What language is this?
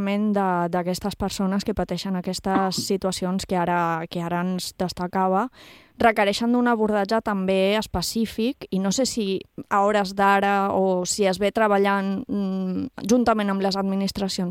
Catalan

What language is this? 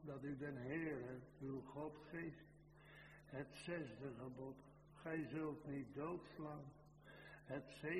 Dutch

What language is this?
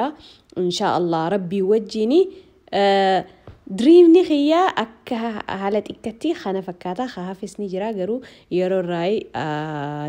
Oromo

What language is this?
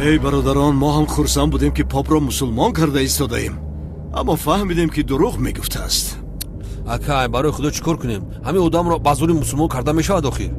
Tajik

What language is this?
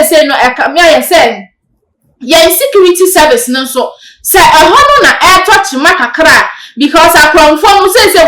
Akan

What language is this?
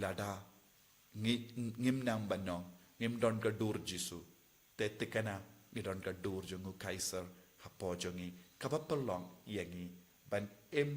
Khasi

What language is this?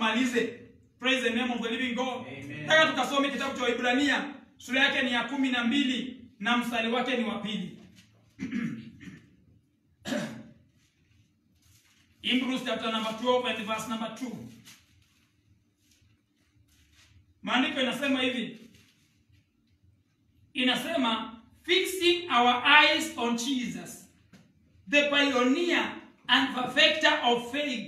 Swahili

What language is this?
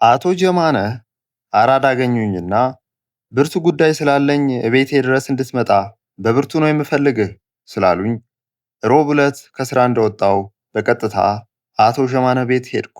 Amharic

